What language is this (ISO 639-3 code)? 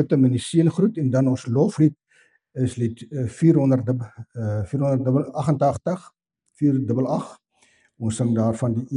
afr